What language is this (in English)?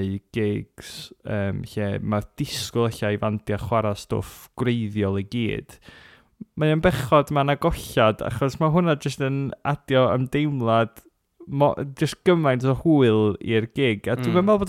Welsh